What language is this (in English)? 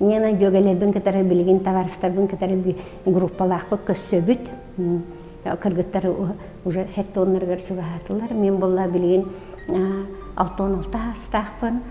Yakut